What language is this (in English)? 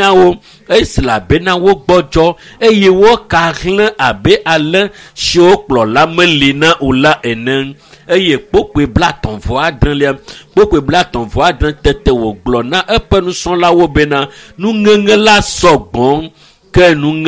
Ewe